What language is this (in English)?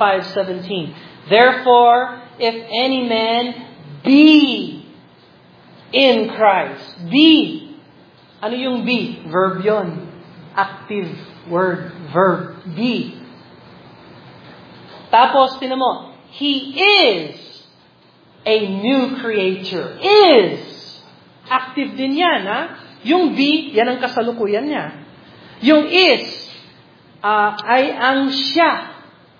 Filipino